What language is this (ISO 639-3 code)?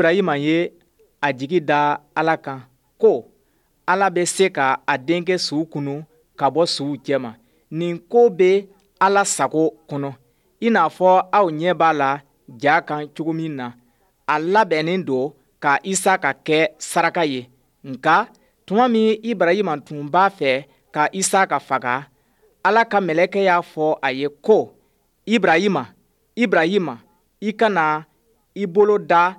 bam